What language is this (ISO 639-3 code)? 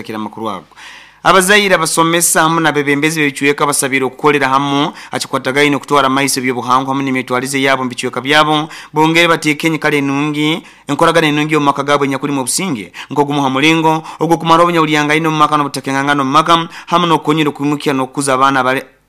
nyo